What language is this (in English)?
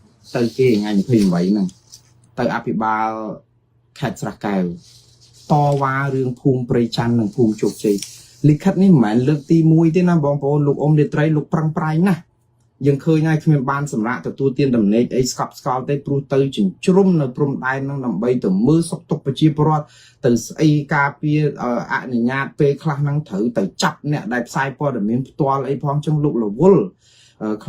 Khmer